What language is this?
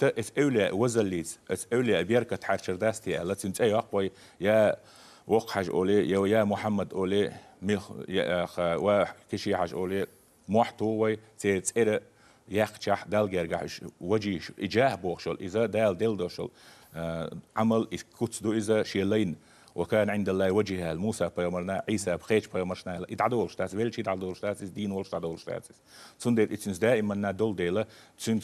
Chechen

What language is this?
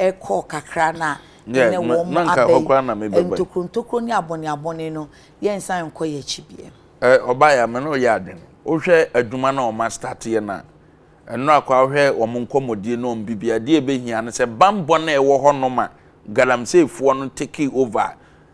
Akan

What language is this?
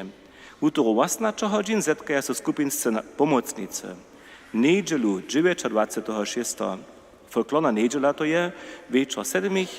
Upper Sorbian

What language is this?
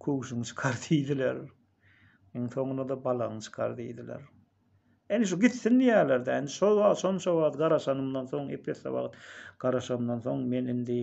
Turkmen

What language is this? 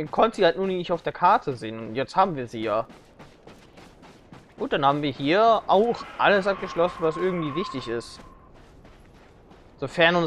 German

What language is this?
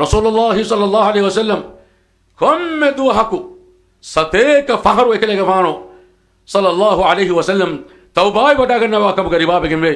Divehi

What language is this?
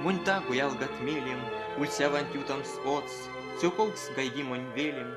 Erzya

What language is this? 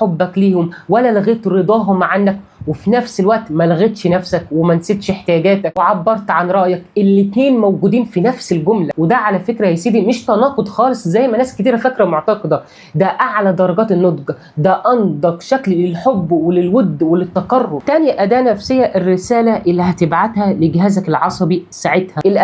Egyptian Arabic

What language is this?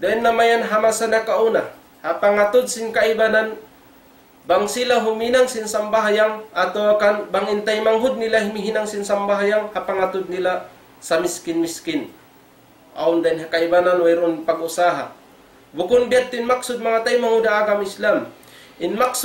Tausug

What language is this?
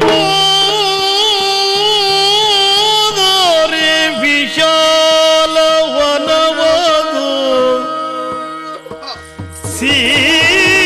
Kannada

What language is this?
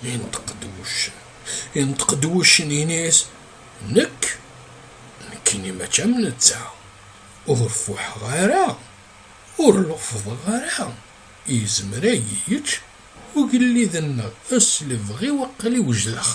Kabyle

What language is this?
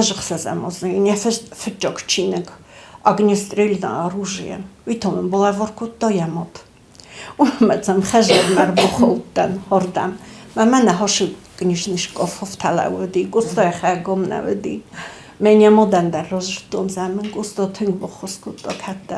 Ossetic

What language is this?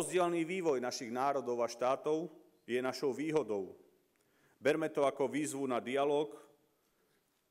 Slovak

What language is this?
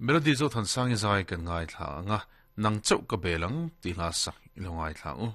Mizo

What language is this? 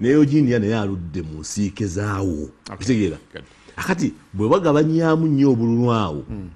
Ganda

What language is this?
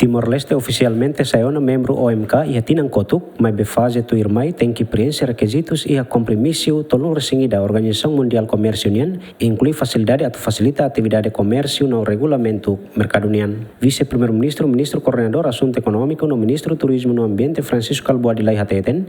Tetum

